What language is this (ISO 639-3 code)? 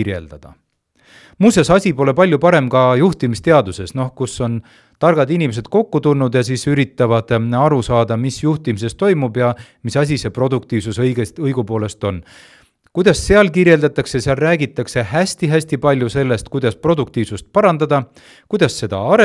est